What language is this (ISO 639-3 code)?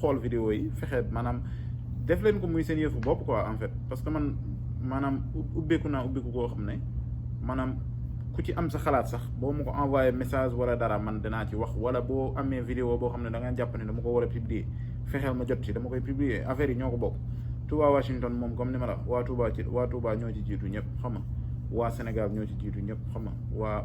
wol